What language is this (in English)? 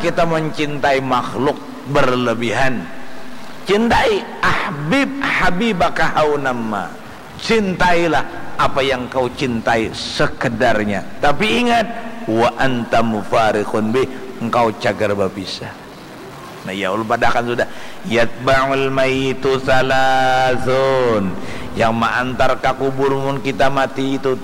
Banjar